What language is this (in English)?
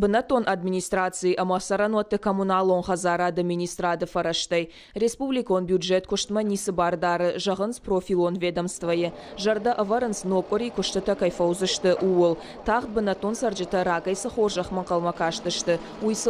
Ossetic